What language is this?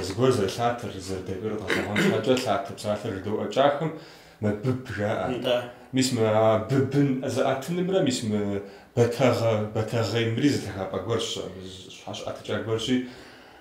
Kabardian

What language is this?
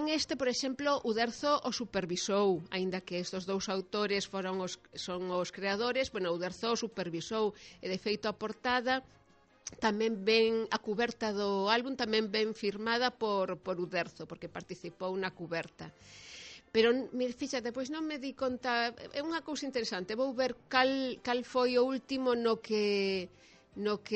Galician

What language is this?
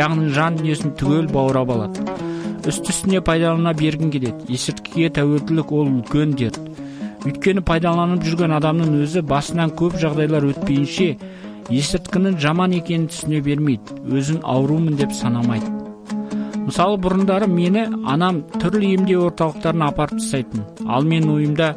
Kazakh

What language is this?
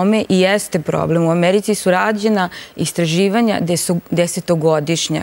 Serbian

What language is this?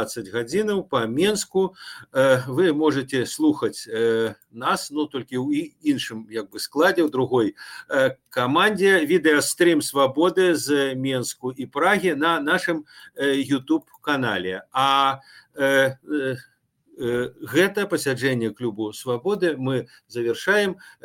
Belarusian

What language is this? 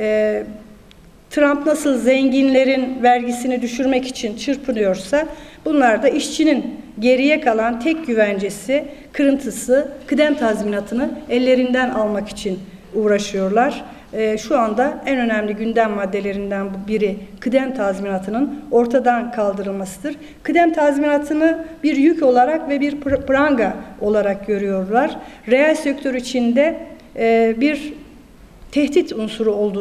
Turkish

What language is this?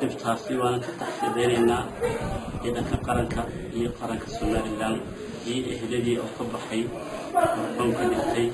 Somali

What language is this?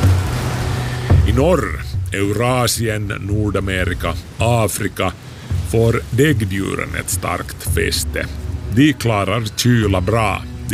Swedish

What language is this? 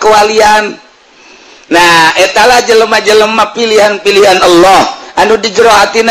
Sundanese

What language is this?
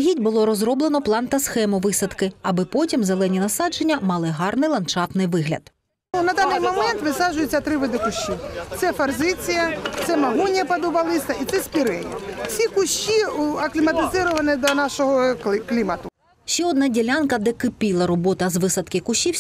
Ukrainian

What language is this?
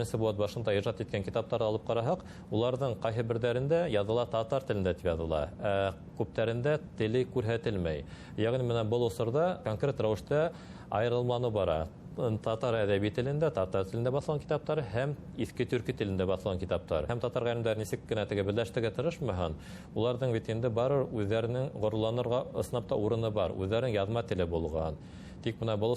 Bashkir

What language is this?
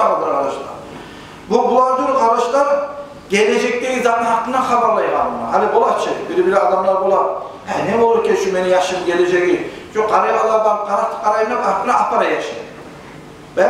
Kumyk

